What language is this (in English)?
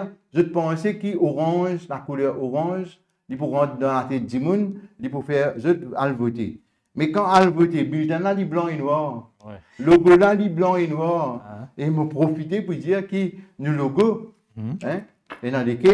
Morisyen